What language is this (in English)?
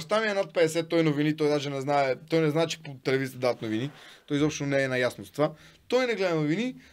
Bulgarian